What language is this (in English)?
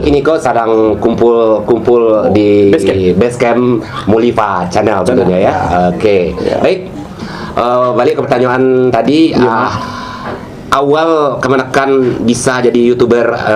Minangkabau